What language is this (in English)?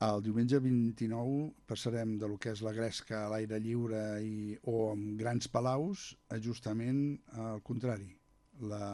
Catalan